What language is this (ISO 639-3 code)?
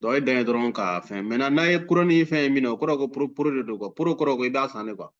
bam